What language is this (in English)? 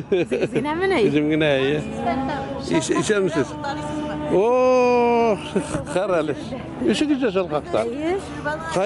Tatar